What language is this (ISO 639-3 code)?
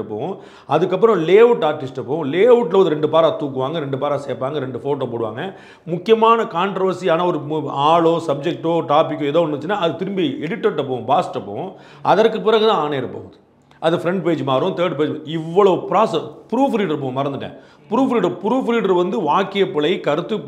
tam